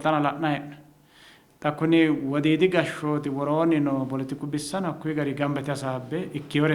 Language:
Sidamo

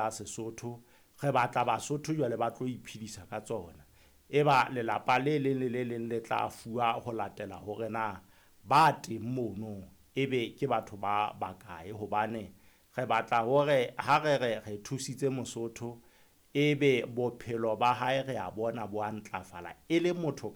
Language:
Southern Sotho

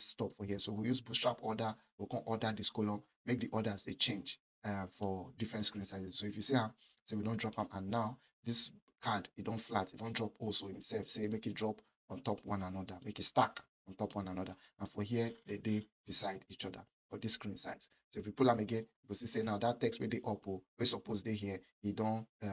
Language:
Nigerian Pidgin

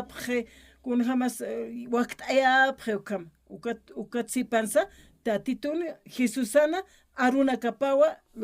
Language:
Aymara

